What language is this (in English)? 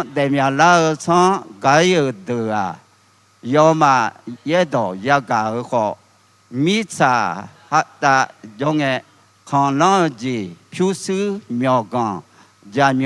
Akha